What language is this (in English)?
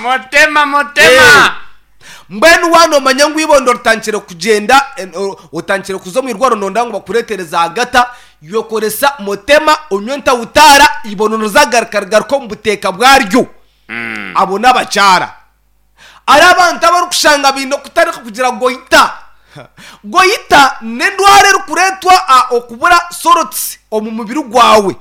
Nyankole